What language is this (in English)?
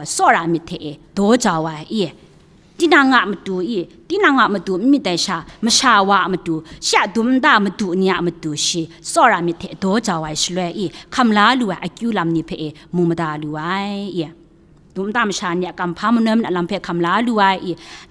Kachin